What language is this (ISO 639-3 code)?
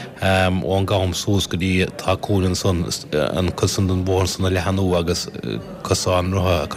gle